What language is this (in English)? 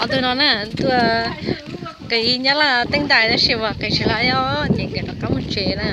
Hmong